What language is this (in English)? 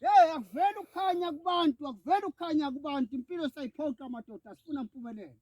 Zulu